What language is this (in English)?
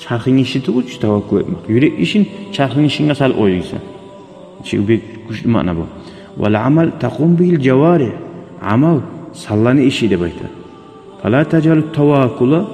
Kumyk